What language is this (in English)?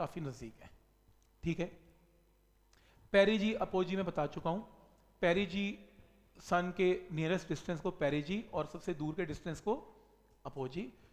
Hindi